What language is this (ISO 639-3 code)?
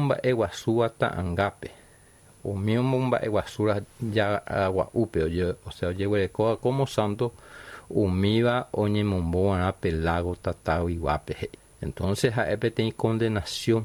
grn